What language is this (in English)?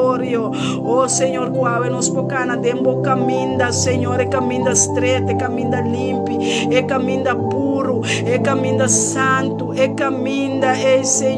Papiamento